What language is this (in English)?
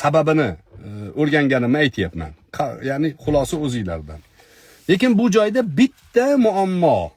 Uzbek